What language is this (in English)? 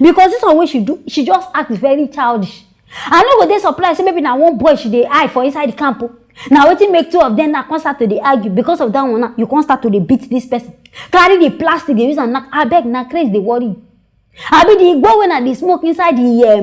Nigerian Pidgin